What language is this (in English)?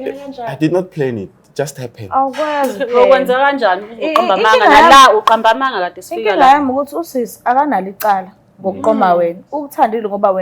Zulu